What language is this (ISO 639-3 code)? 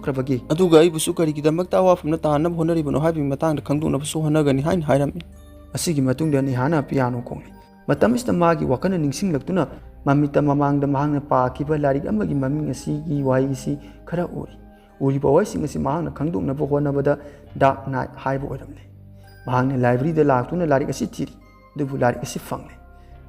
mni